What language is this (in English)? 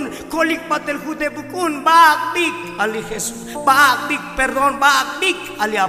Tzotzil